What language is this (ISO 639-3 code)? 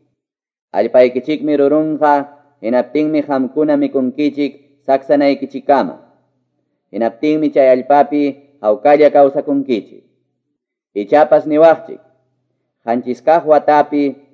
que